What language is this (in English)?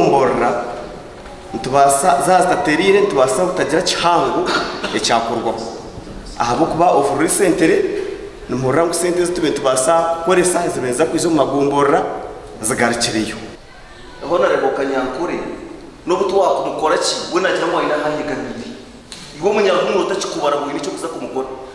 Nyankole